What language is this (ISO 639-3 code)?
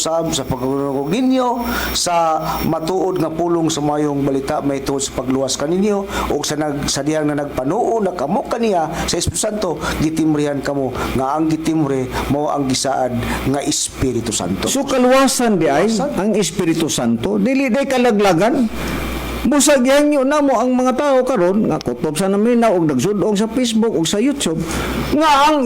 ceb